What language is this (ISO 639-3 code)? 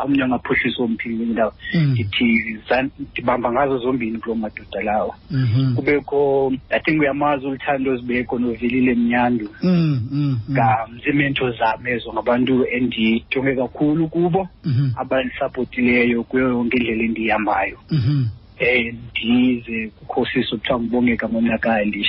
xho